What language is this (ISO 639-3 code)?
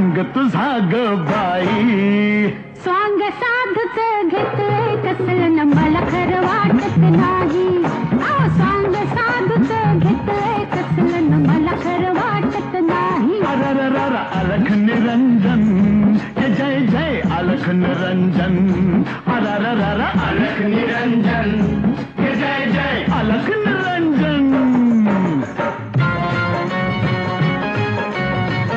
mar